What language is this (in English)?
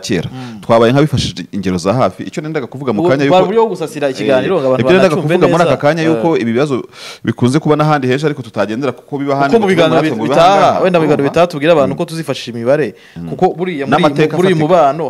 Kinyarwanda